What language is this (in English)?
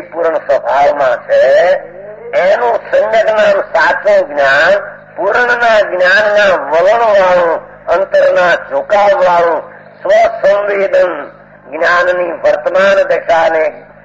Gujarati